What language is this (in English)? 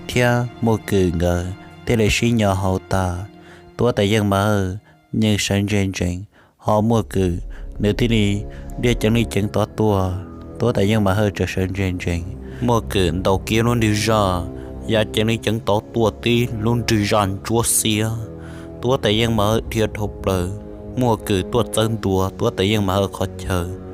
Hmong